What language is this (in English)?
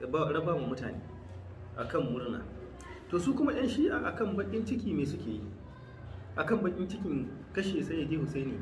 Hausa